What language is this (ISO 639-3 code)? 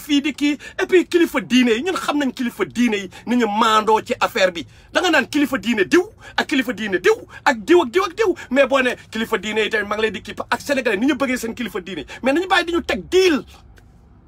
wol